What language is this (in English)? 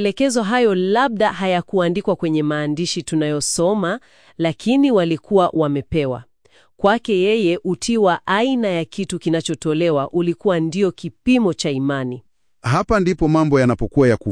Swahili